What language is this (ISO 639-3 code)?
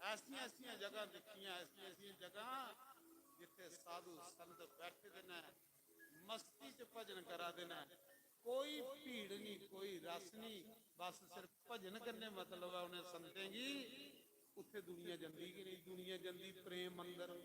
doi